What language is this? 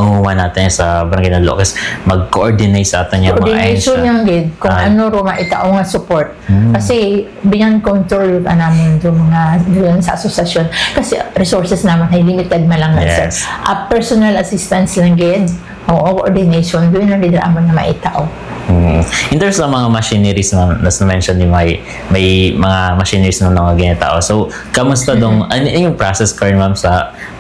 Filipino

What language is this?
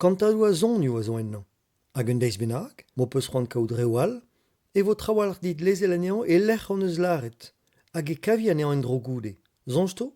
Breton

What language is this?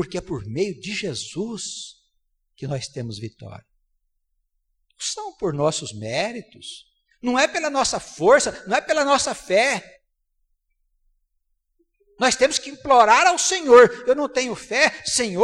Portuguese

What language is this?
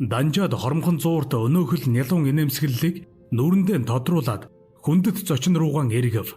Mongolian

